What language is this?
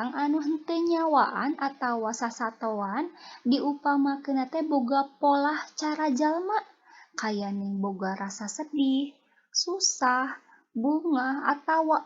Sundanese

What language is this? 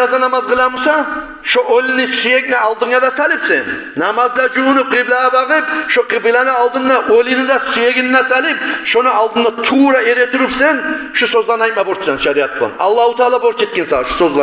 Kumyk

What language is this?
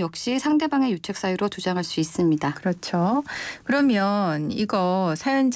Korean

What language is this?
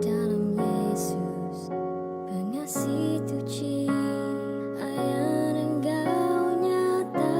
Iban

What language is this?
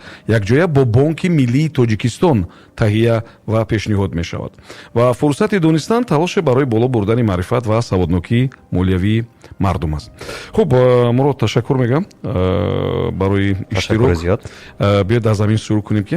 Tajik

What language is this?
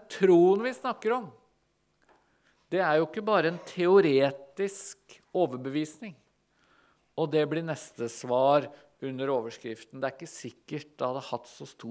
Norwegian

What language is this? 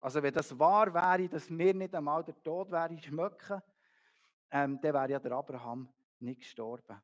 Swiss German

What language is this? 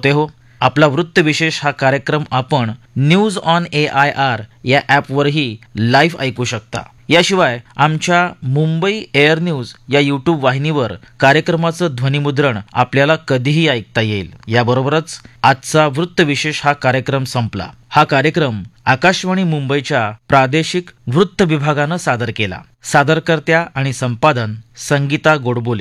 Marathi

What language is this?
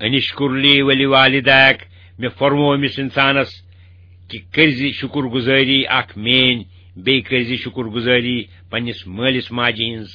Kashmiri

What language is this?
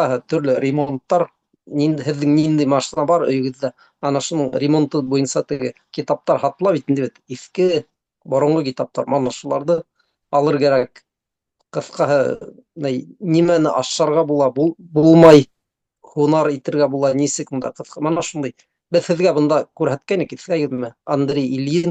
Bashkir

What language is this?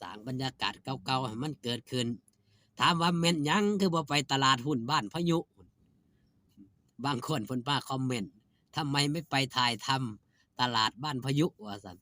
Lao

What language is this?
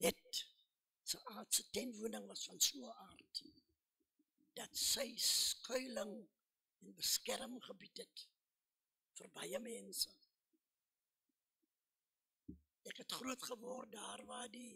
Afrikaans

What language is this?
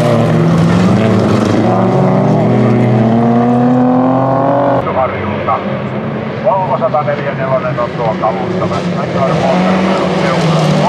Finnish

